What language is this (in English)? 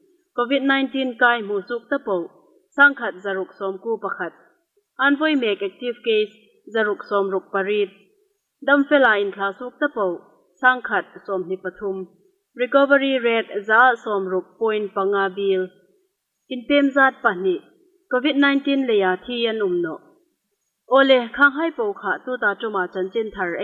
Hmar